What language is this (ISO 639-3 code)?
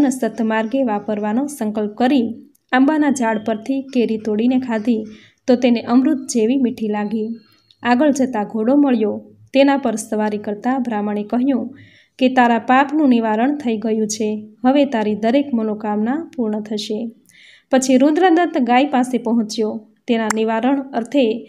guj